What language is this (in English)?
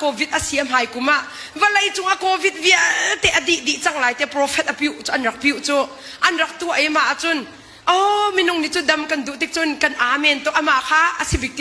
Hakha Chin